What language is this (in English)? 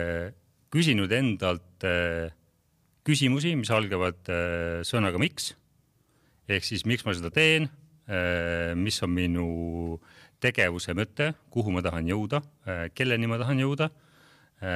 Estonian